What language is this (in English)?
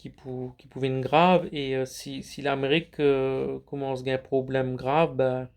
Morisyen